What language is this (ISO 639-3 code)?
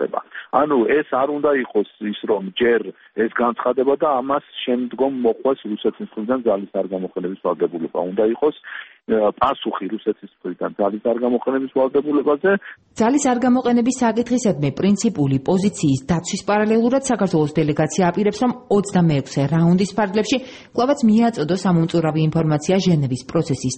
kat